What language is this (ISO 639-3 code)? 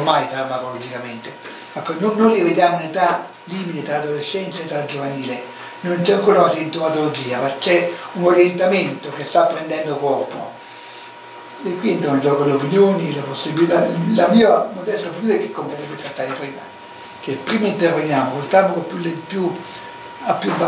ita